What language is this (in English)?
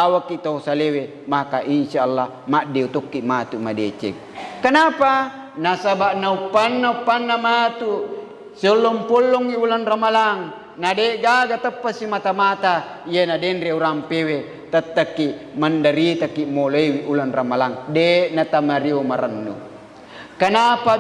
Buginese